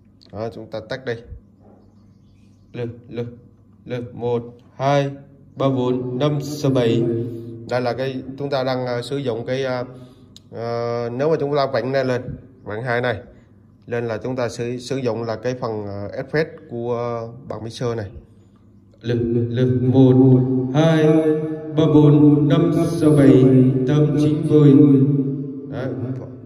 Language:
Vietnamese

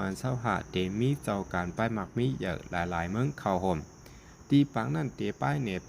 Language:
Shan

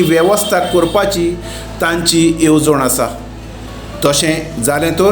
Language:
Konkani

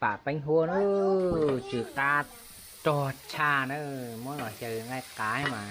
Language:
Hmong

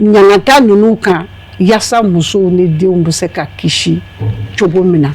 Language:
Bambara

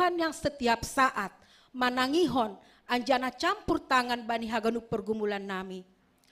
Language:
Batak Simalungun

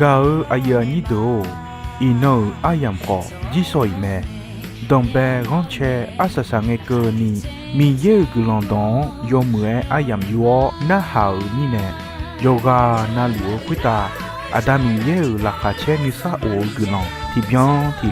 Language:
Akha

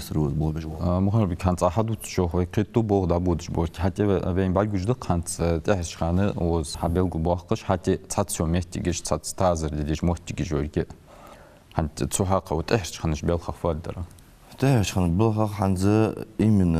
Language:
Ingush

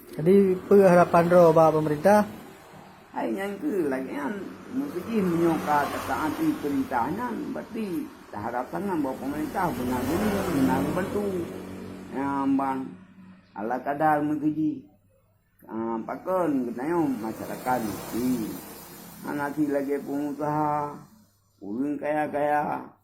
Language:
Achinese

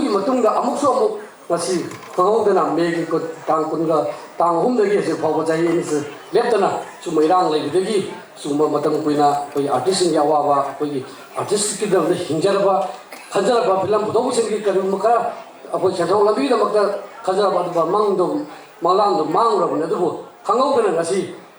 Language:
Manipuri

